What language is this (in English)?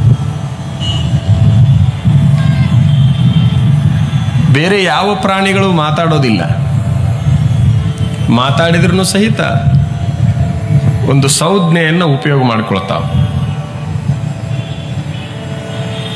Kannada